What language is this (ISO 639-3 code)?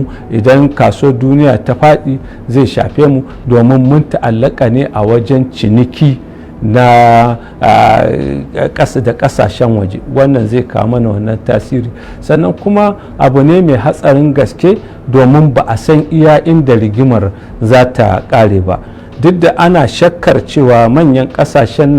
hau